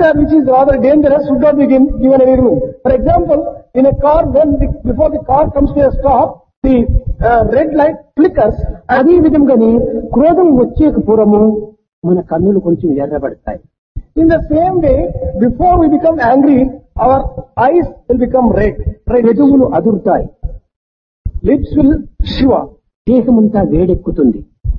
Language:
Telugu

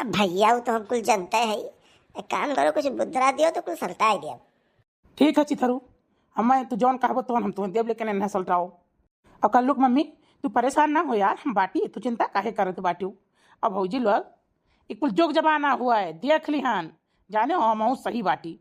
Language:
Awadhi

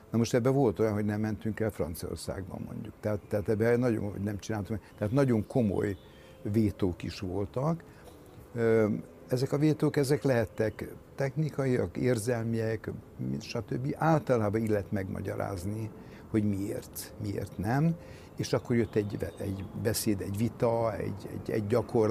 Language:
Hungarian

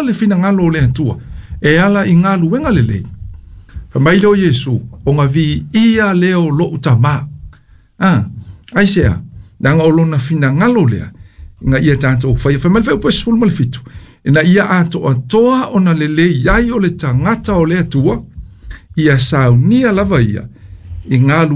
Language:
Samoan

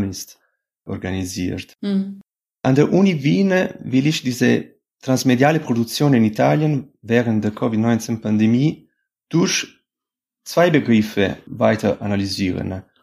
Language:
German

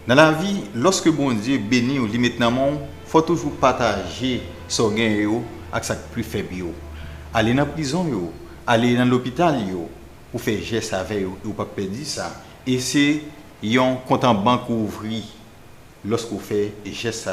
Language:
Haitian Creole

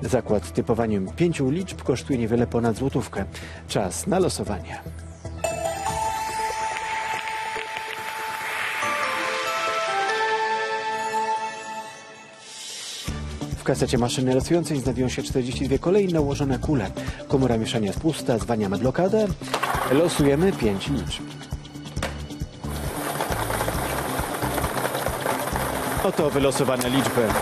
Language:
Polish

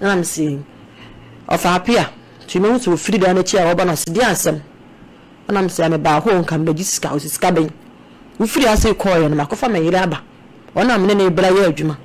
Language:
Akan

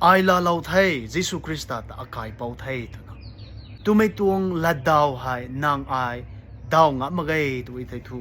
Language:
Rongmei Naga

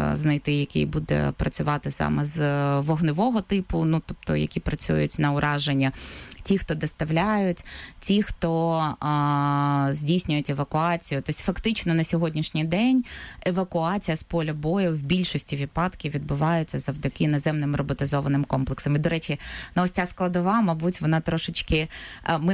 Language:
Ukrainian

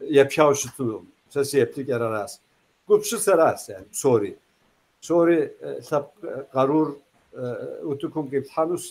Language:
Kabardian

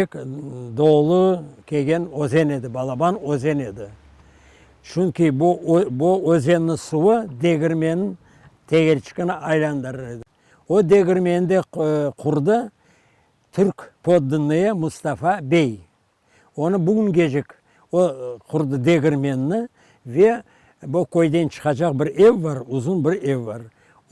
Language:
Crimean Tatar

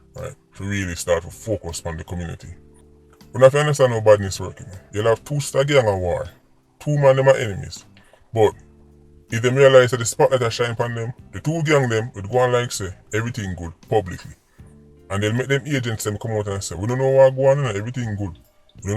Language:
Jamaican Creole English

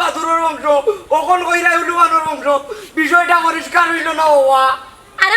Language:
Sylheti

